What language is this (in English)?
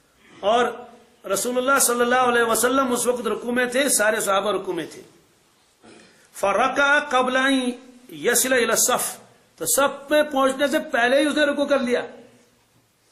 Urdu